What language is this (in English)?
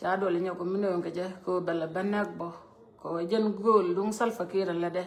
Nuer